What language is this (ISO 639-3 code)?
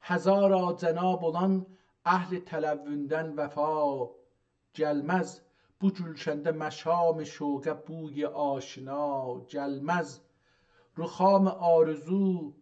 azb